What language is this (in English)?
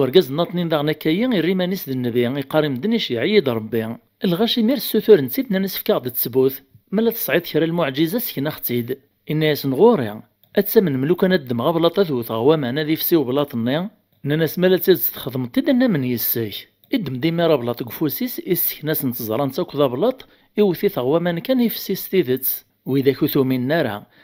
Kabyle